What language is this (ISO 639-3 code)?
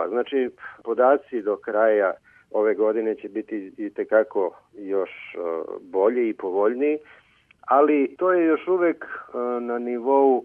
srp